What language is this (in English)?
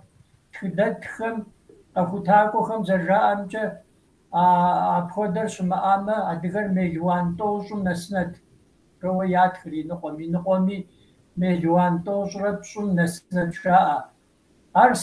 Kabardian